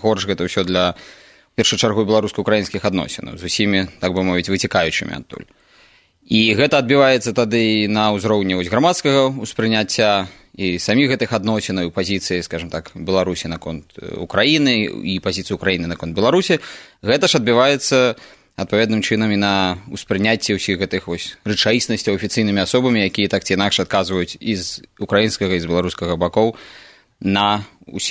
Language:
Belarusian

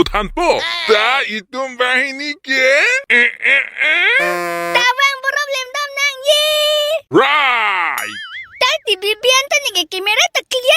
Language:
Karbi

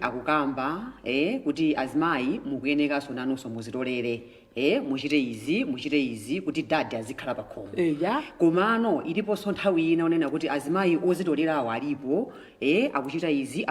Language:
Nyanja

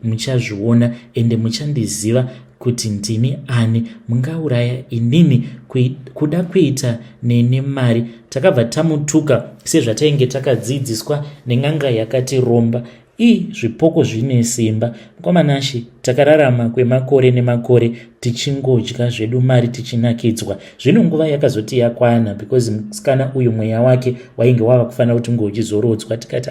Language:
Shona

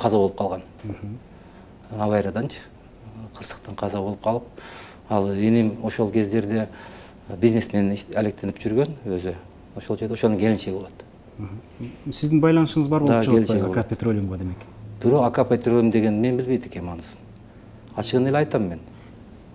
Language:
Kyrgyz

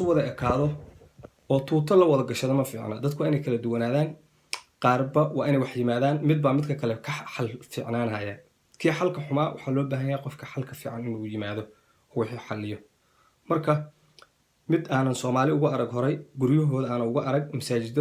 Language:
Somali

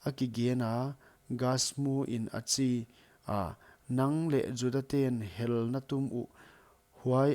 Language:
Paite Chin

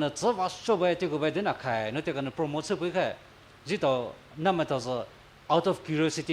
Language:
Poumei Naga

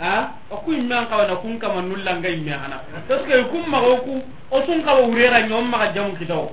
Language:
Soninke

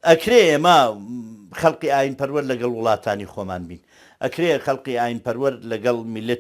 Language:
Central Kurdish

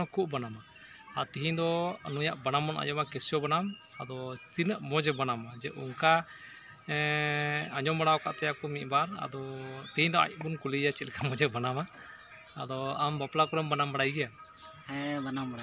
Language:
Santali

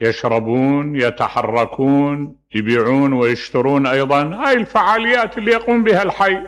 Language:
Mesopotamian Arabic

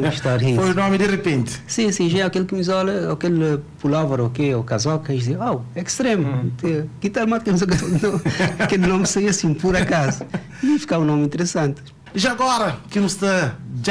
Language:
Kabuverdianu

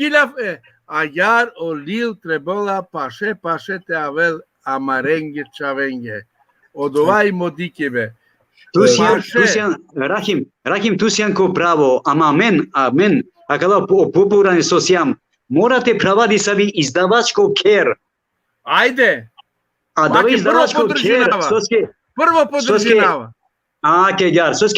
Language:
Balkan Romani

